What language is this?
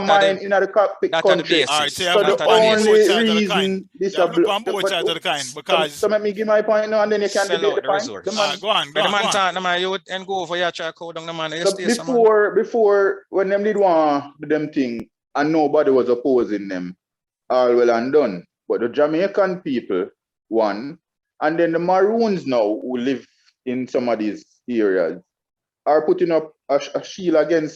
Jamaican Creole English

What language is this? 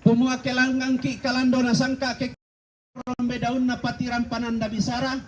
Toraja-Sa'dan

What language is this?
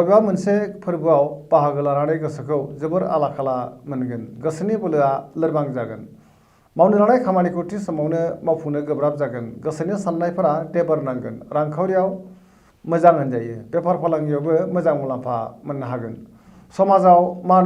Bodo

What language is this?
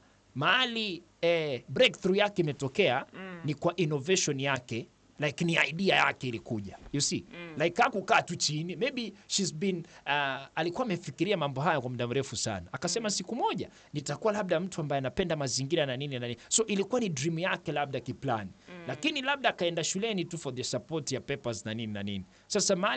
Swahili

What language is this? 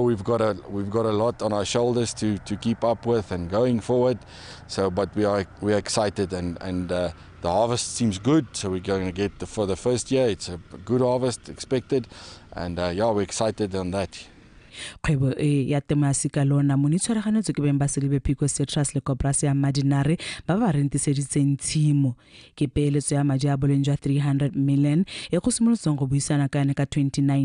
Tswana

